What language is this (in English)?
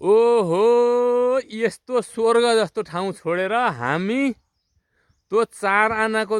Nepali